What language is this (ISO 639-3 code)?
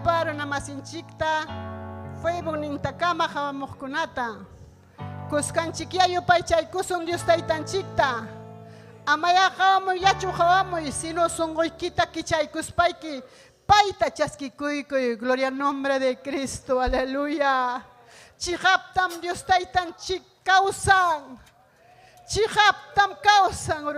quy